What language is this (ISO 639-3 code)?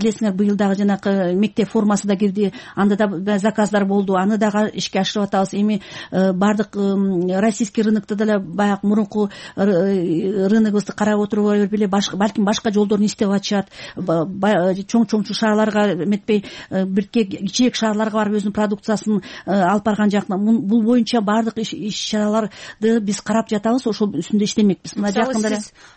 kir